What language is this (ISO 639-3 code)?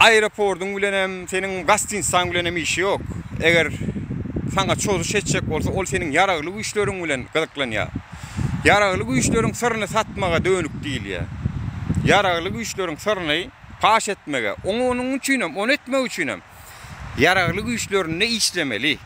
tuk